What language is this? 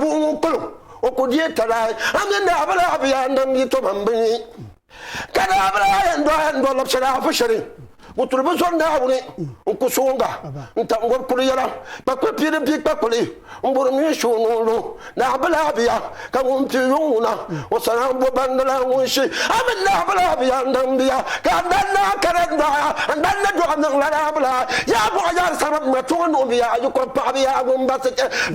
Dagbani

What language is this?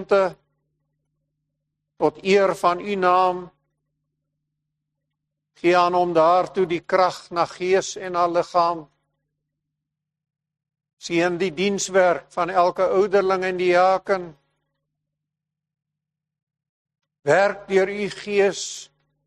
Afrikaans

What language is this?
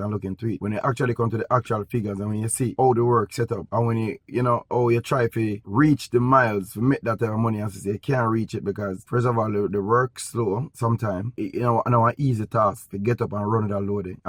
Jamaican Creole English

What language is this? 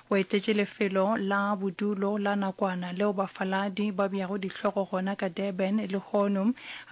Northern Sotho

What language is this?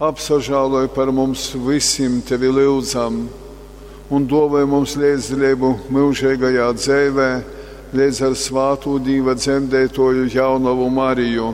Latgalian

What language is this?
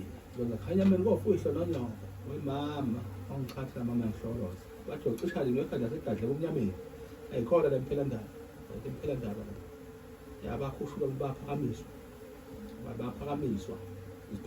Zulu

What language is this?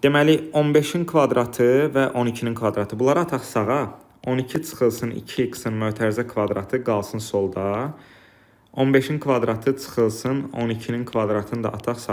Azerbaijani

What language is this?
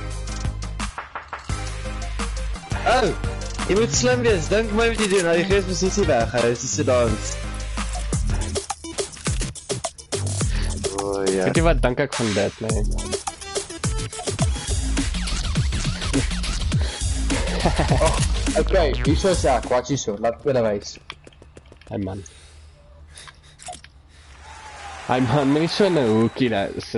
Afrikaans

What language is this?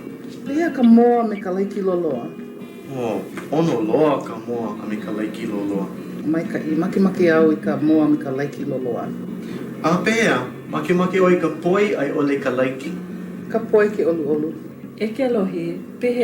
Hawaiian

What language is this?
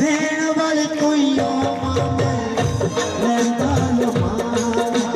Dogri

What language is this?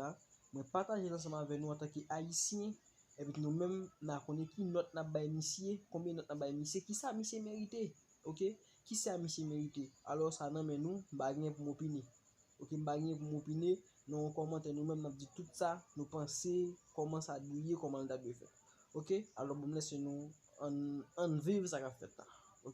Haitian Creole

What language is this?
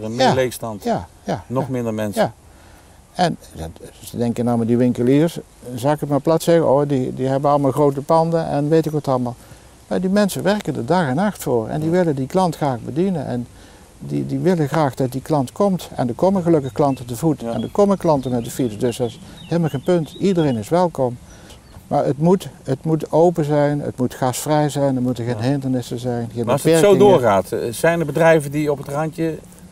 Dutch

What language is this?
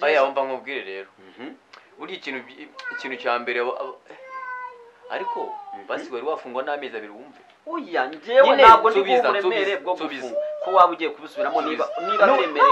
Kinyarwanda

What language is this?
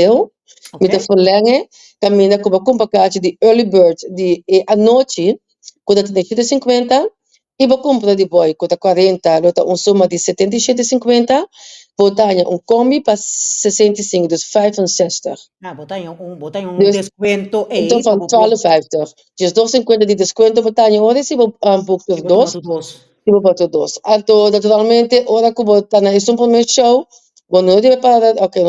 Papiamento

